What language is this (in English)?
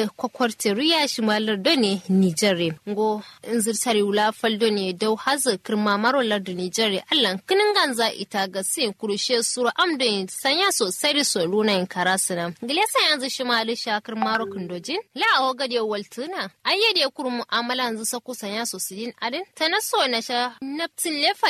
Kanuri